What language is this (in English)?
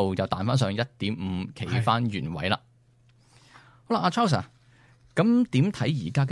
Cantonese